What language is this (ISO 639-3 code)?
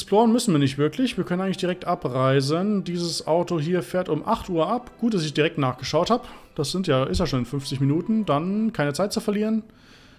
deu